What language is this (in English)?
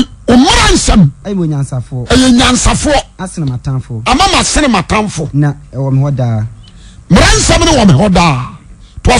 Akan